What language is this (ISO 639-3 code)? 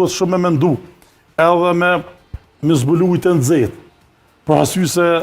sqi